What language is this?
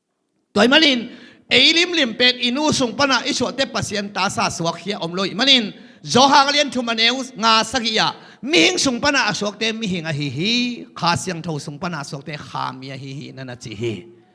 Tedim Chin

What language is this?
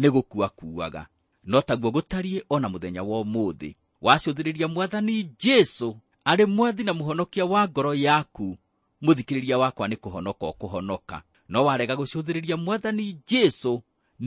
Kikuyu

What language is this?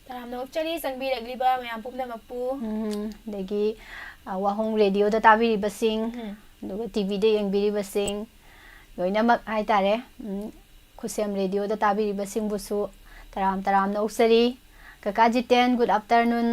Manipuri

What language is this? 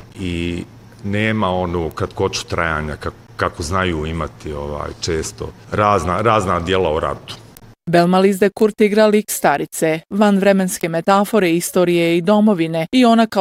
Bosnian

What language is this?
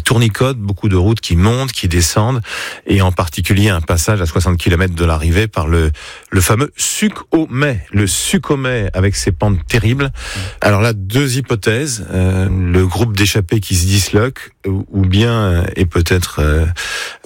French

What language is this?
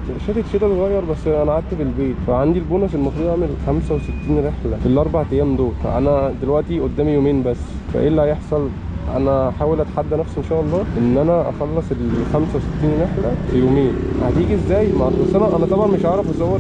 Egyptian Arabic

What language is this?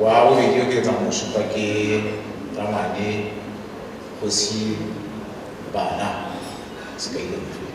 Tswana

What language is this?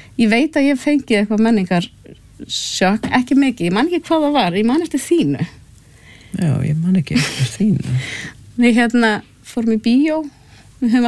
Icelandic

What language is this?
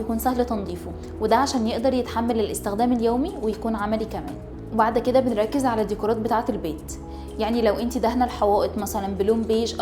Egyptian Arabic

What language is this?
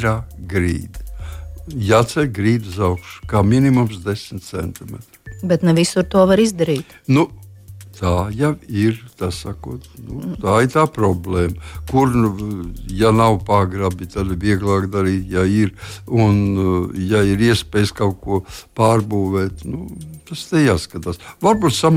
Latvian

